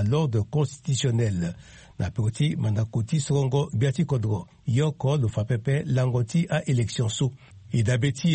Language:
Sango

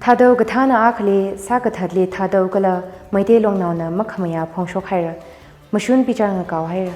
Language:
Tangkhul Naga (India)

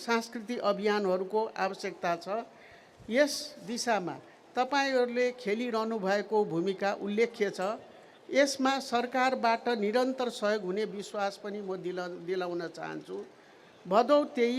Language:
Nepali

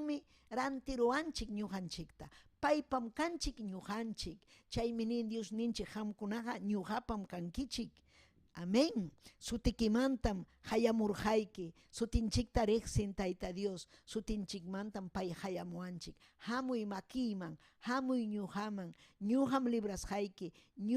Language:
Ayacucho Quechua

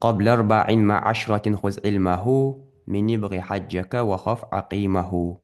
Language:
Ingush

